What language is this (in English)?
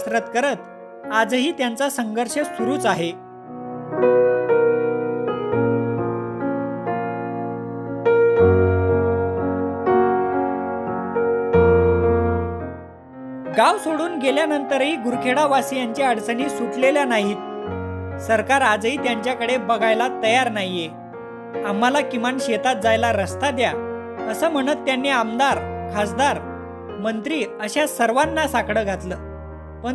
Marathi